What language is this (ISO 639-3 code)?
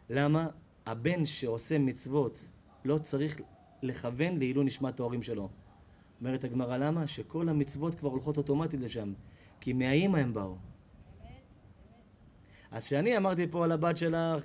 heb